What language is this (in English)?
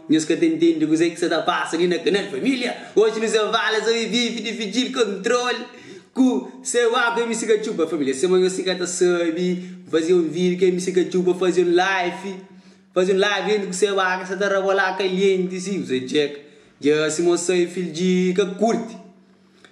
Kabuverdianu